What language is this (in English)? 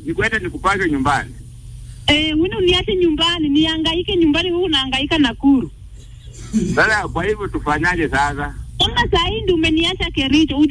Swahili